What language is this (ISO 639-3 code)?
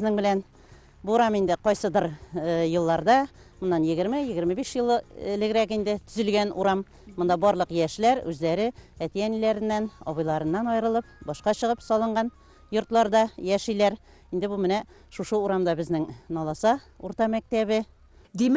tat